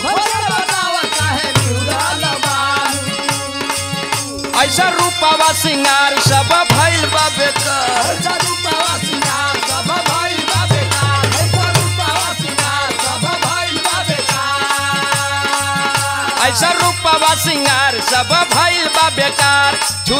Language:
Bhojpuri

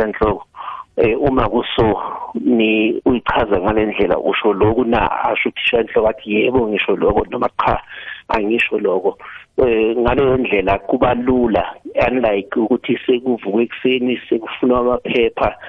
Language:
South Ndebele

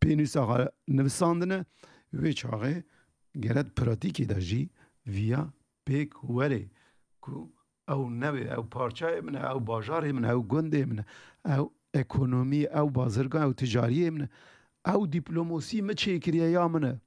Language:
Kurdish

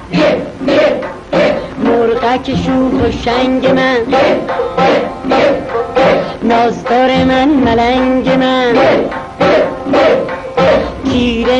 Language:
Persian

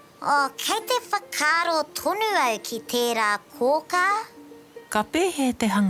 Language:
Māori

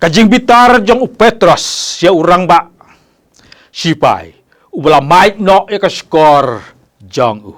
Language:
Khasi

